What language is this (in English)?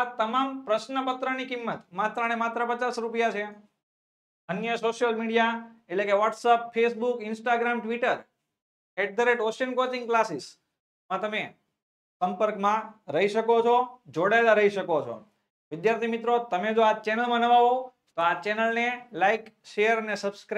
Gujarati